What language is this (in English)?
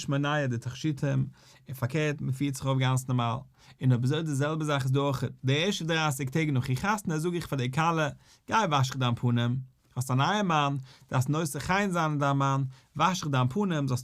Yiddish